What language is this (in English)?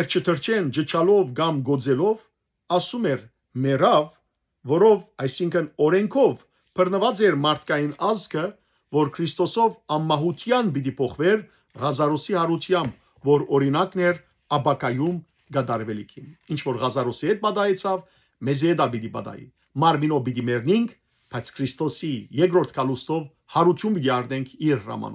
Western Armenian